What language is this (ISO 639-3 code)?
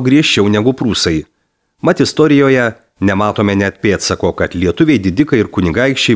lit